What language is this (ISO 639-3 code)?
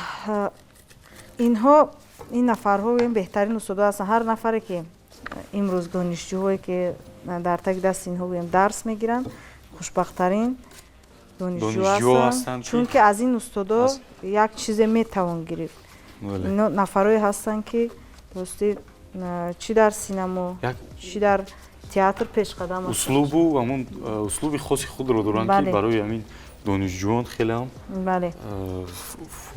tgk